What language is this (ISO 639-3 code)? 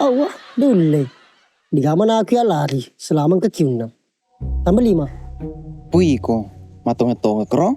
bug